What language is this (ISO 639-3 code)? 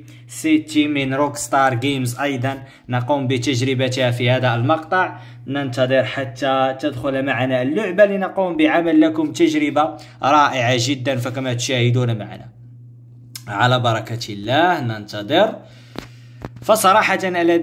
ara